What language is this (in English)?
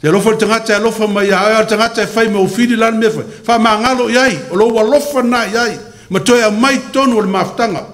Samoan